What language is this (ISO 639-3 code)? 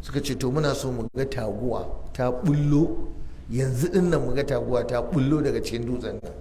hau